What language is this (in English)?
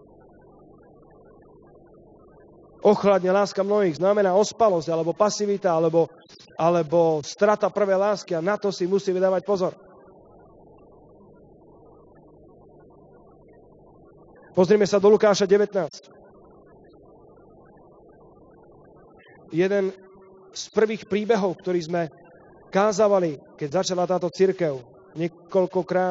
Slovak